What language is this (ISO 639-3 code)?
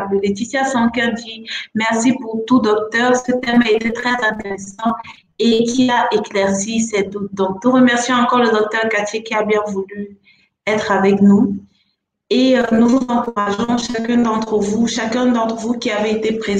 fra